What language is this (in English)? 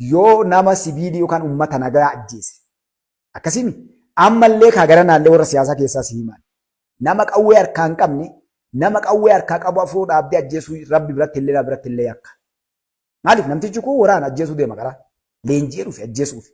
Oromo